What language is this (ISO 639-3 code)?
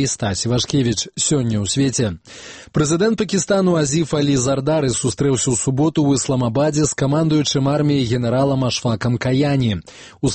bel